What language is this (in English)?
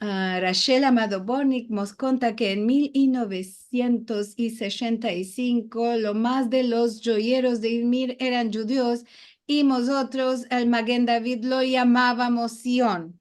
Ladino